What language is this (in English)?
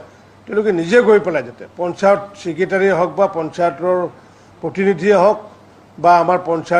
Assamese